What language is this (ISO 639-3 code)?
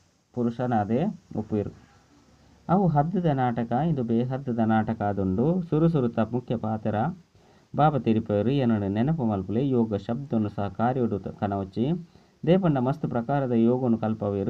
tcy